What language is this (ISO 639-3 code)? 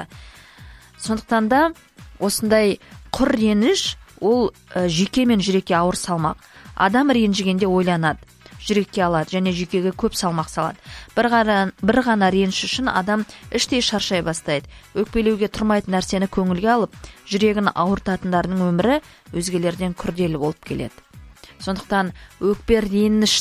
kaz